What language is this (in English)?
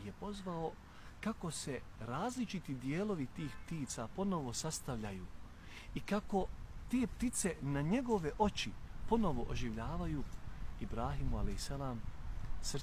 Bosnian